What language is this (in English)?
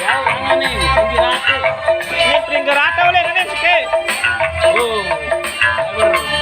Sasak